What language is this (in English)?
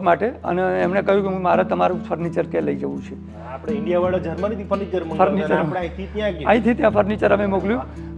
Gujarati